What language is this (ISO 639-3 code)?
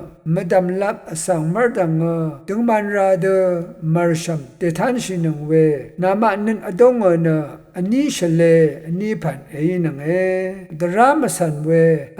raw